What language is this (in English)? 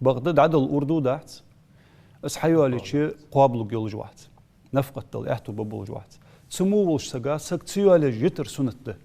Ingush